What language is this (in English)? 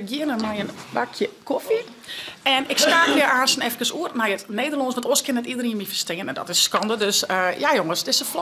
Western Frisian